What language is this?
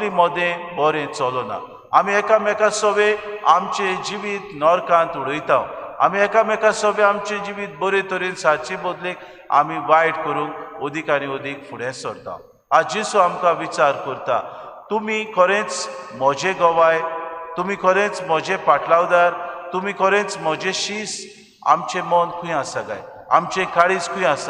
Konkani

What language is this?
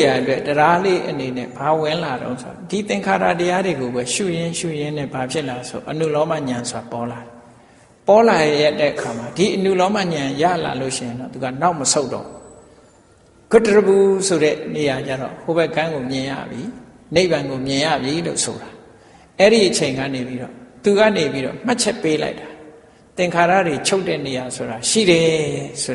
Burmese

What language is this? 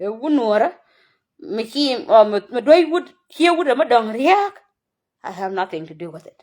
Nuer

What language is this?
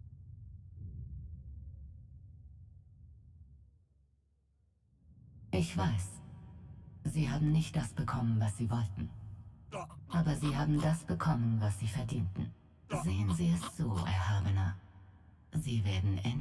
German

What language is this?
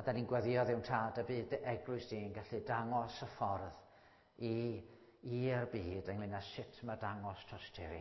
Welsh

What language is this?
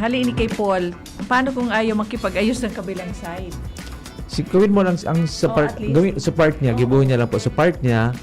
Bikol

